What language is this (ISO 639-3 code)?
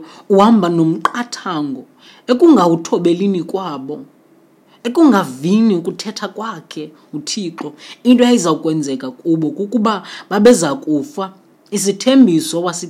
xho